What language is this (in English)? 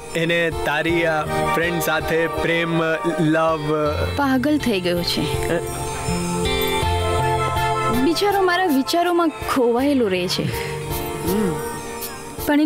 Gujarati